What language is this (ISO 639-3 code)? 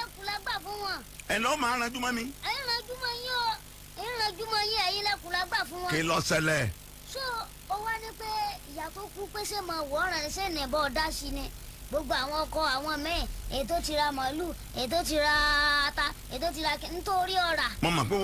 yor